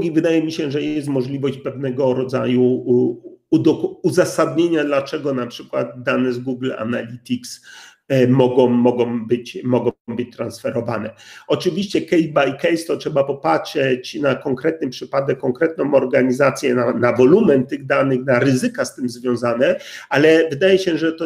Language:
Polish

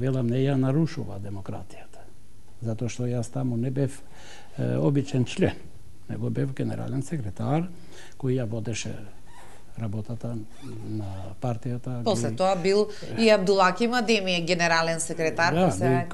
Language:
Macedonian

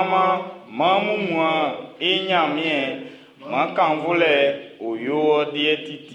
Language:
Baoulé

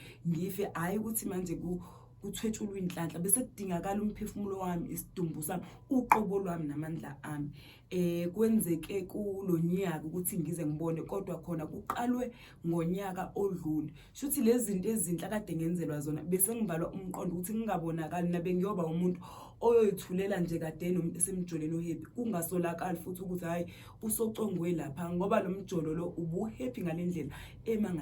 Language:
Zulu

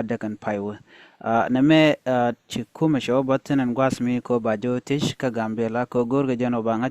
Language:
Nuer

